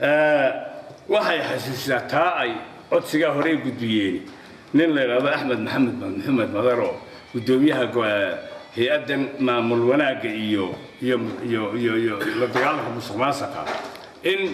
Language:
Somali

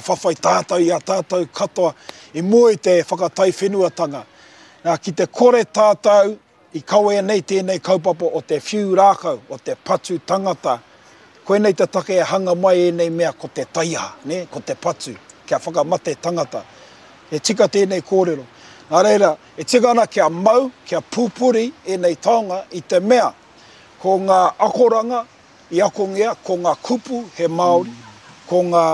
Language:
Māori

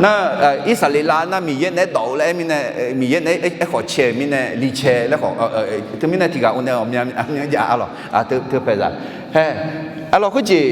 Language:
Akha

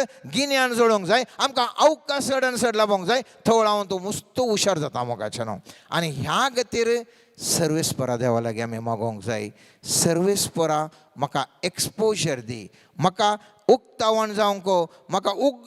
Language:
Konkani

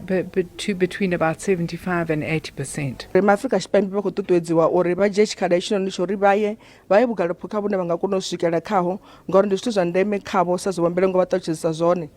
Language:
Venda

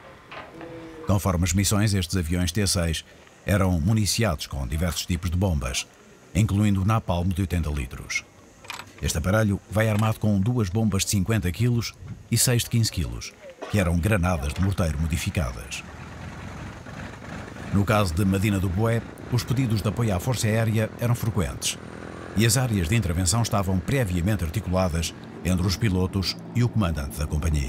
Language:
Portuguese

